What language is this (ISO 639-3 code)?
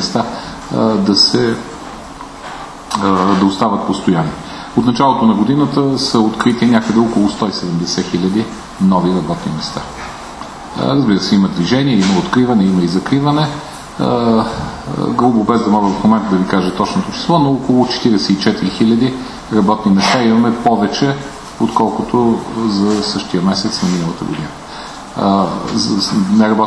bul